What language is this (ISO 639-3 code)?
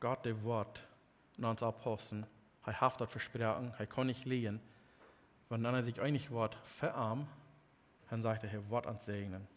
pdt